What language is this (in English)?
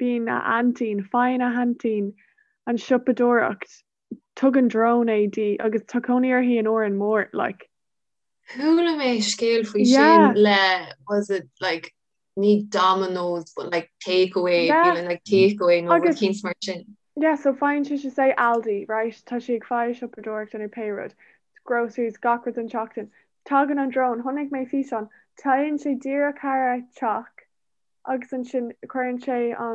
Irish